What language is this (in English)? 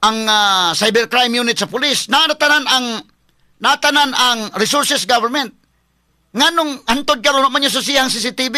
Cebuano